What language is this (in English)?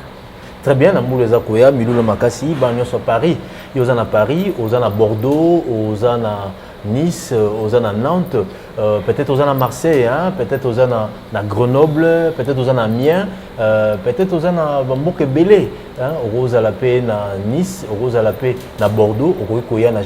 Lingala